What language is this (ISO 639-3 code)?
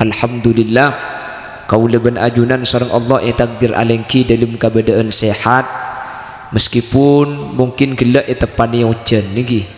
mad